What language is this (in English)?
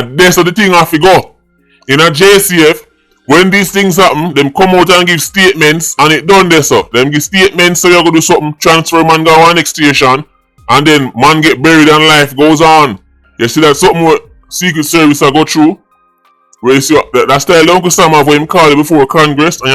Jamaican Creole English